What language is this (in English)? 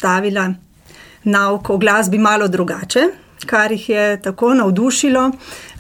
Slovenian